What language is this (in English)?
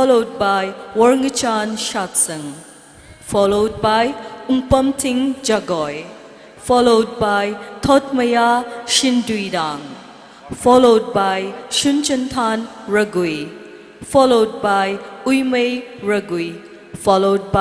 Tangkhul Naga (India)